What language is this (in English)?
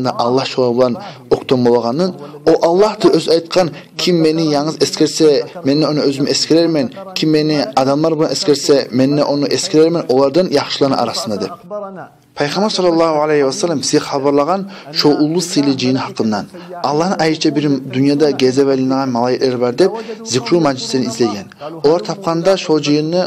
Kumyk